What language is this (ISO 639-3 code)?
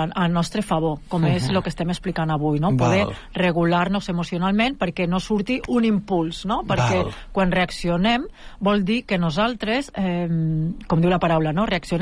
cat